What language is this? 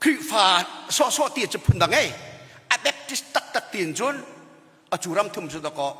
Hakha Chin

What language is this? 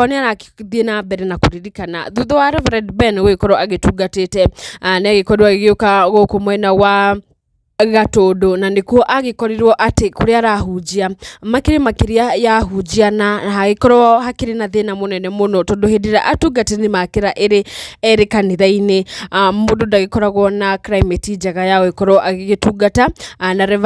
Kikuyu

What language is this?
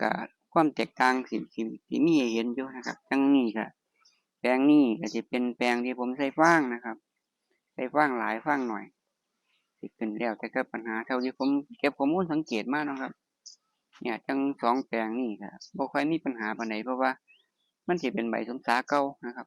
Northeastern Thai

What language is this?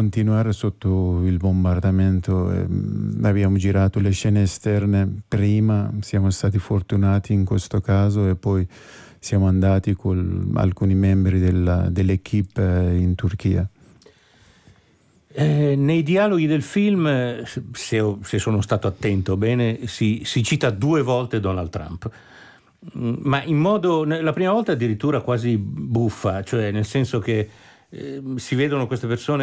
Italian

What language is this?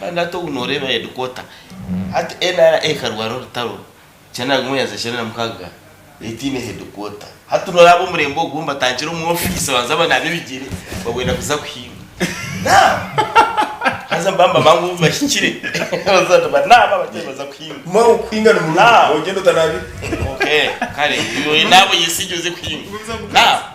Nyankole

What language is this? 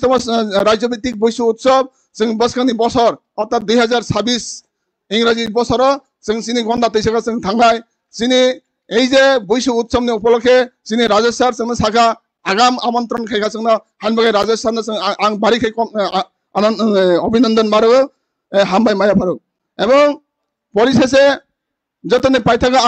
Kok Borok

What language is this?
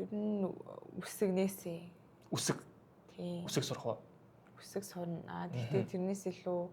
Mongolian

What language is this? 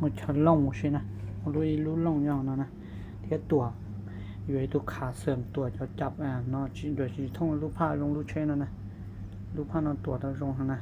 Hmong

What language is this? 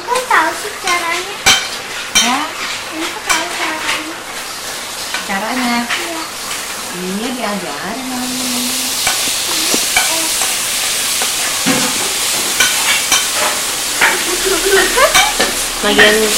Indonesian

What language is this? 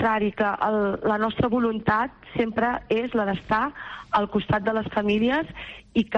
Catalan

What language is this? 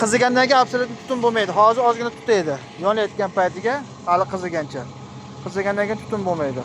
Uzbek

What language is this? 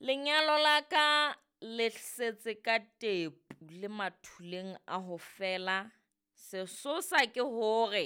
Southern Sotho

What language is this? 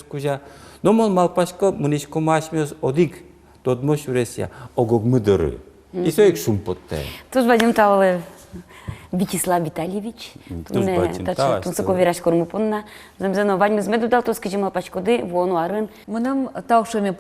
Udmurt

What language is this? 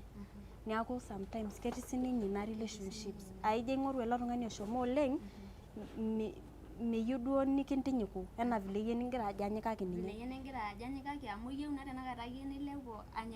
Masai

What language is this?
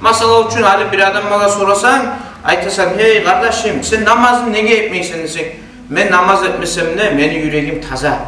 Kumyk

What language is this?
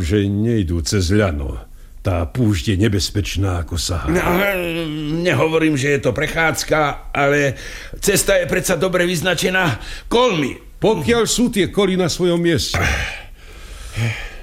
Slovak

